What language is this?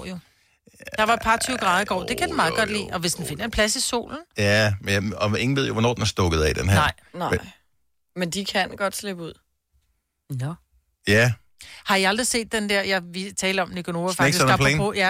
Danish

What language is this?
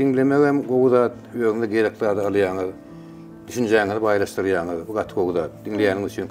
Turkmen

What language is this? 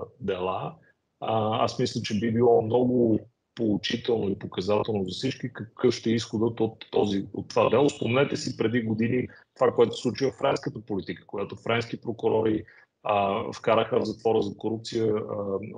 Bulgarian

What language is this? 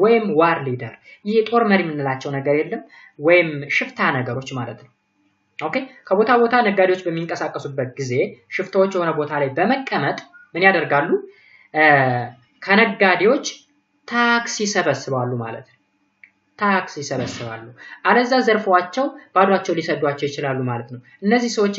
Amharic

